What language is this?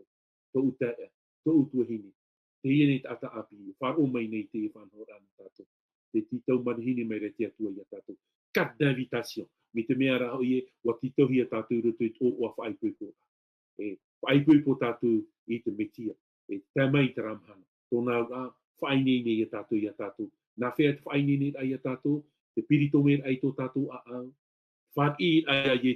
Tahitian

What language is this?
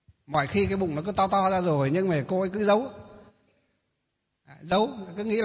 Vietnamese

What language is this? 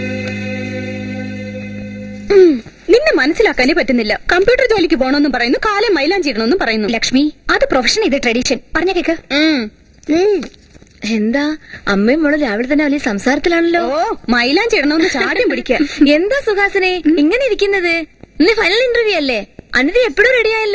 Malayalam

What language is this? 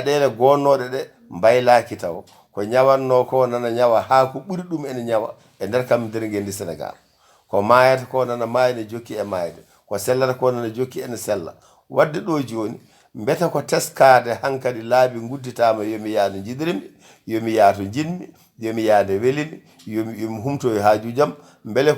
Fula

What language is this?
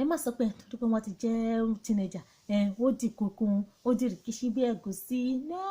Yoruba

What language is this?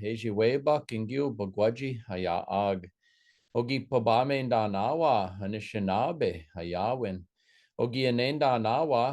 Chippewa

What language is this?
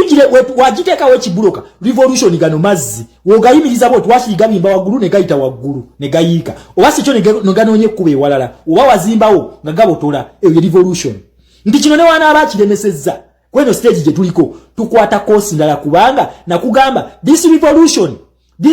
Ganda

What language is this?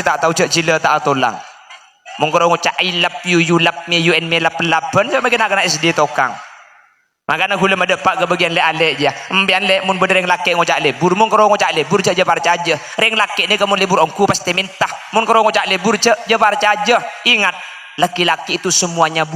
Madurese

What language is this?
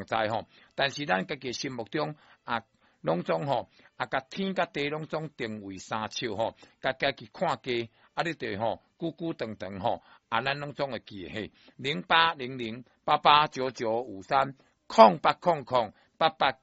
Min Nan Chinese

